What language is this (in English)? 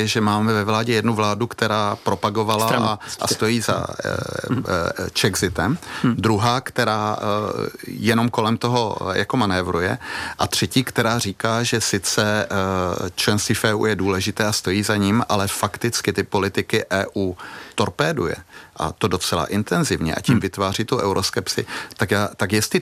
Czech